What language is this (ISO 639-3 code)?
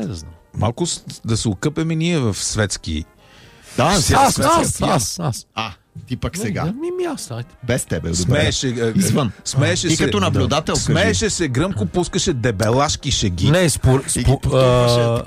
bul